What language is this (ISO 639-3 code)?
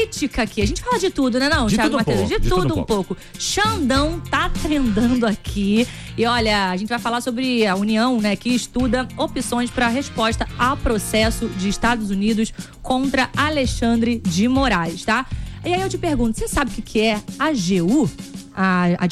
por